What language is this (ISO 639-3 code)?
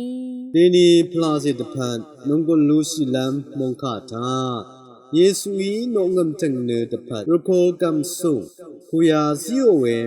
raw